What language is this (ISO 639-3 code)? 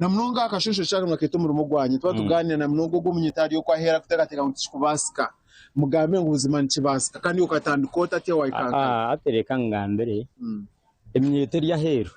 nyn